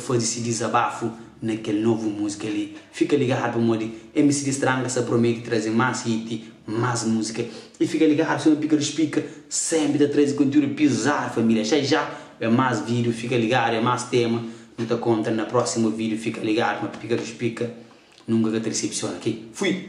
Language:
Kabuverdianu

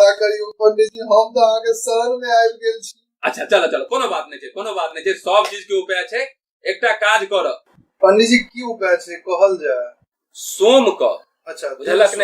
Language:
Maithili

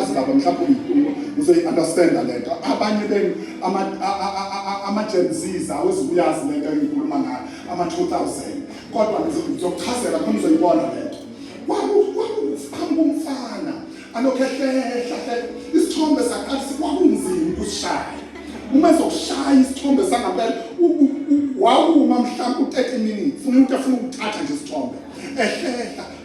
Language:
Zulu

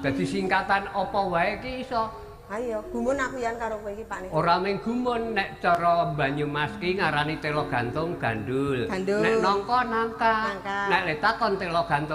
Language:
Javanese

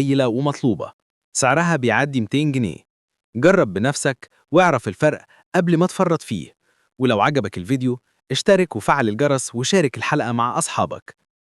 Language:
Egyptian Arabic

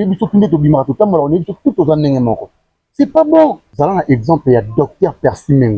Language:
Lingala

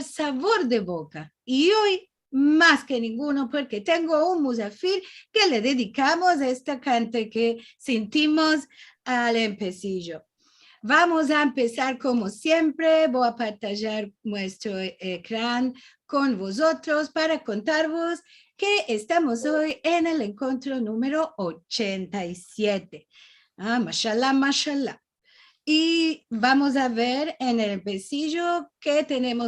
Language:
Ladino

